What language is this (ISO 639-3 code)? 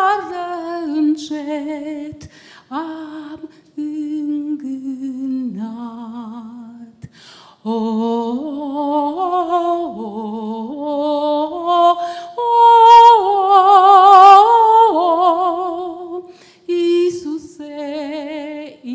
ron